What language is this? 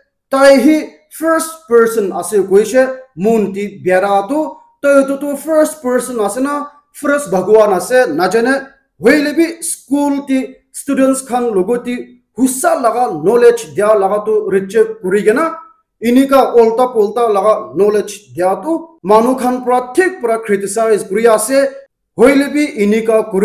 Naga Pidgin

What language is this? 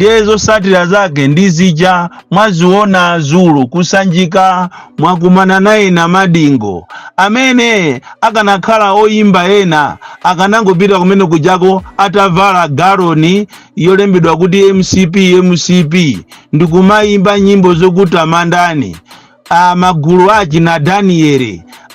Nyanja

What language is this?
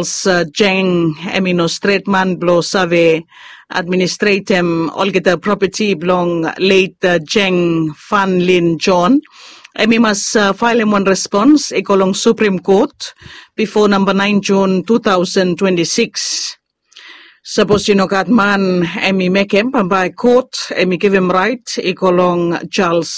Bislama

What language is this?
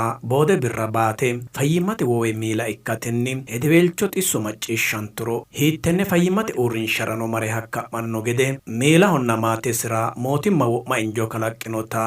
Sidamo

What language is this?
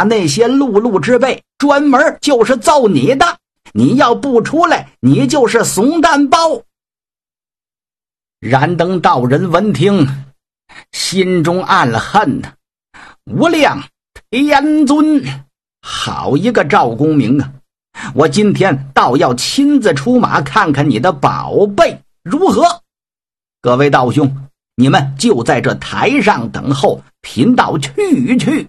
Chinese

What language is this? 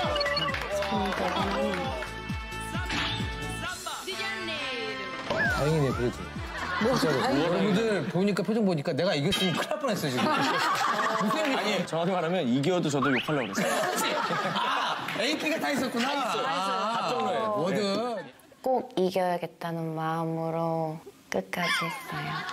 Korean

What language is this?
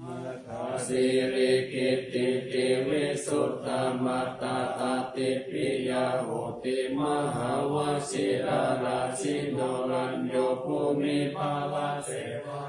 Pali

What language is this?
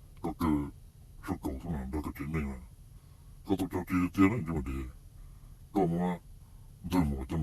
Hmong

